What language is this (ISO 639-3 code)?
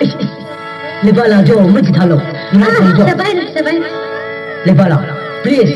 nmf